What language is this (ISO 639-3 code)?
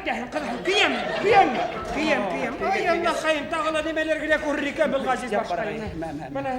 bak